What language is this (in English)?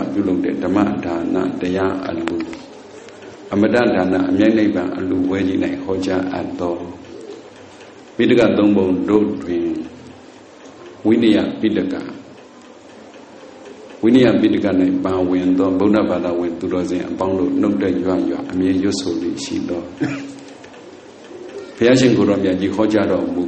Burmese